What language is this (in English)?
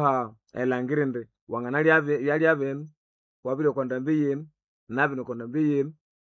Nande